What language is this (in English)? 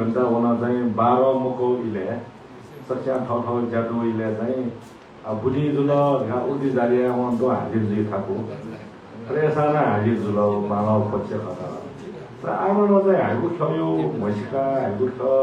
Newari